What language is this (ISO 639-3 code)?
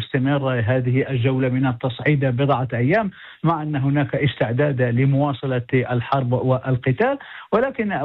ara